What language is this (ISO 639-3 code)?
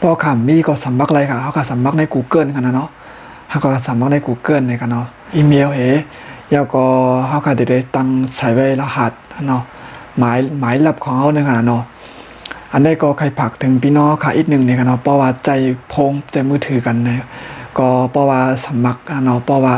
shn